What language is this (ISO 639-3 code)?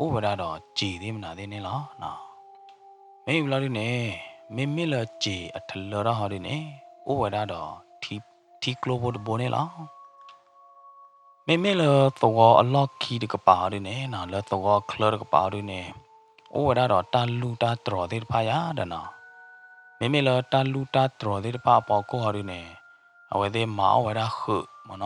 ksw